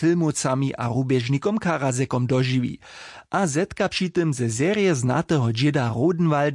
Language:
Upper Sorbian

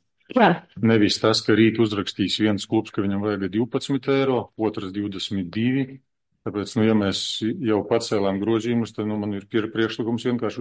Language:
Latvian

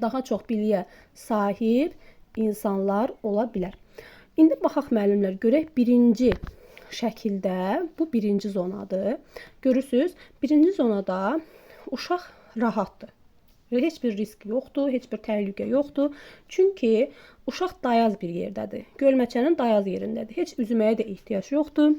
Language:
Azerbaijani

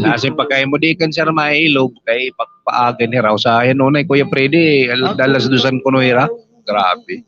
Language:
Waray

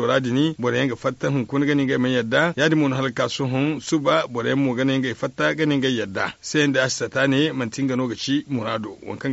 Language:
Zarma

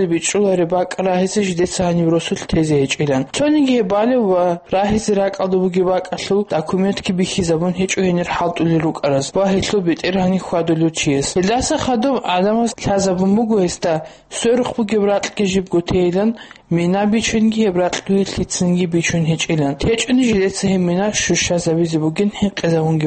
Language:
Avaric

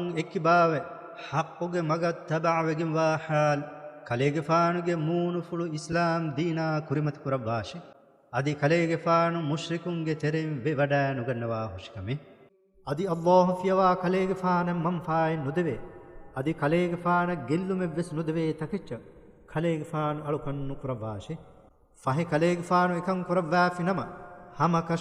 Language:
Divehi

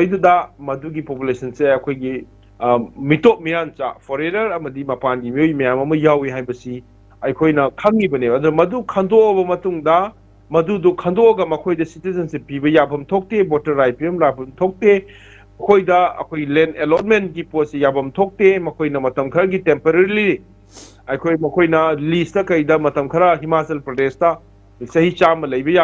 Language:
Manipuri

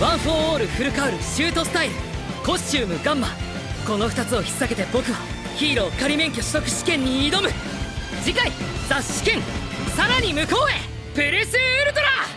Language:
Japanese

